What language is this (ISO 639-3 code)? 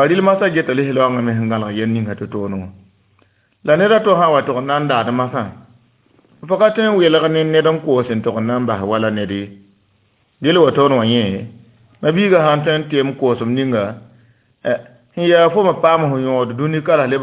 mos